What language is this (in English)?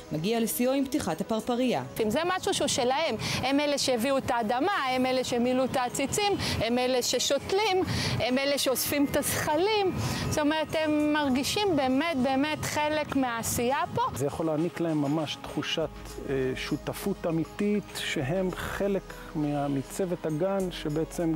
Hebrew